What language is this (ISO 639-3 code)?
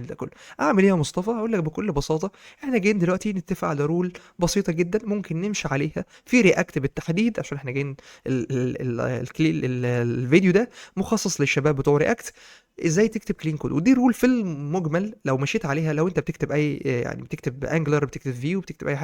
arz